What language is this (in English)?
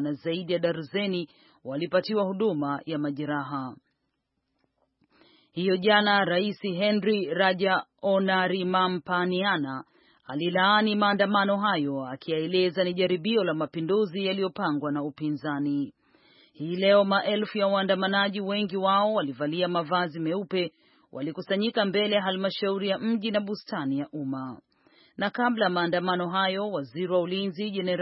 Swahili